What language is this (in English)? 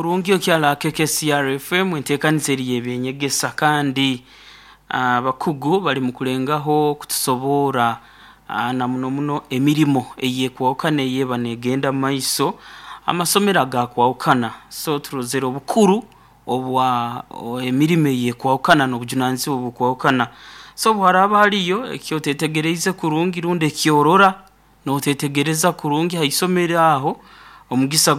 Nyankole